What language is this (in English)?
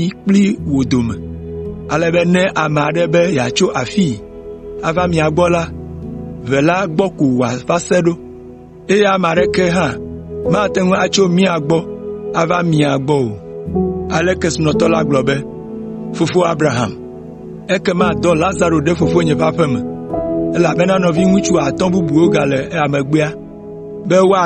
Ewe